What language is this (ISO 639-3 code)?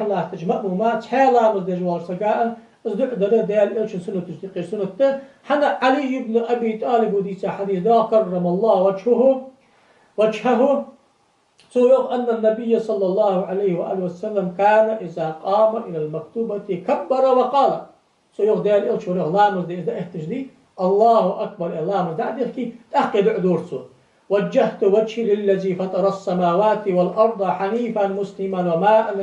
inh